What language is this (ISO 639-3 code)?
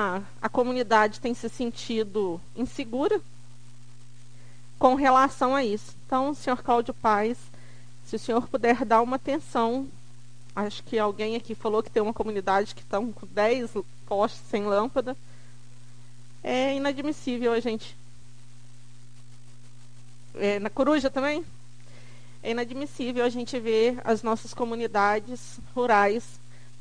por